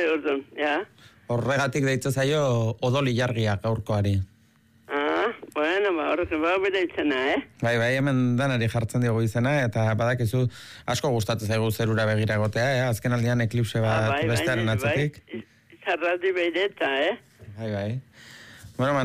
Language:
Basque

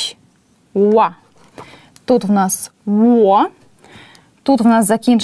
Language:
Ukrainian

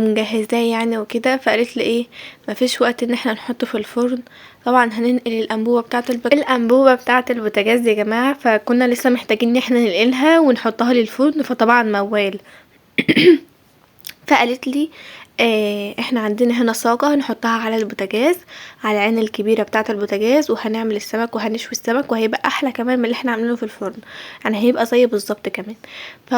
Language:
Egyptian Arabic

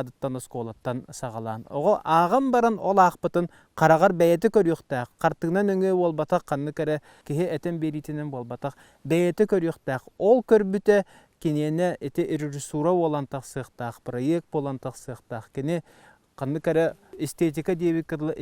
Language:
Yakut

